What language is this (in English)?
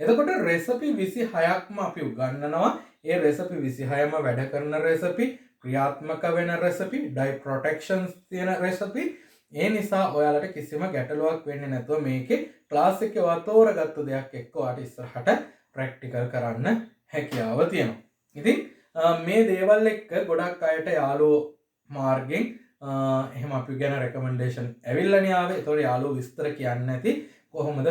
Sinhala